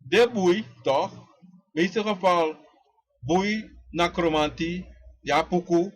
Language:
Sranan Tongo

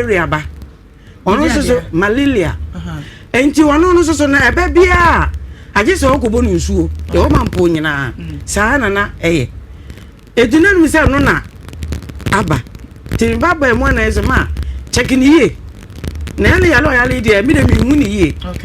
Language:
Akan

